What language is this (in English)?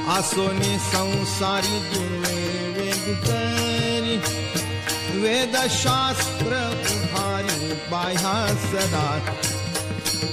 Marathi